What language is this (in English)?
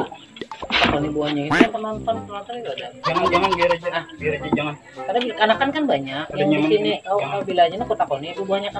Banjar